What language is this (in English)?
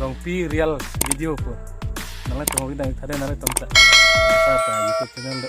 Karbi